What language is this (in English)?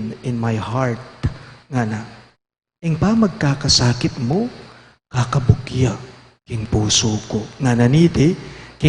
Pampanga